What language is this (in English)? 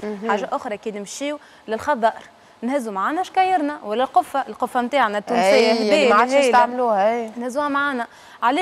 Tunisian Arabic